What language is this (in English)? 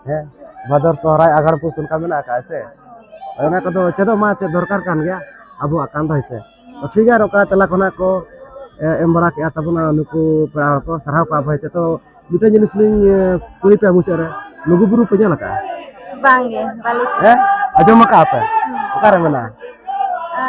Santali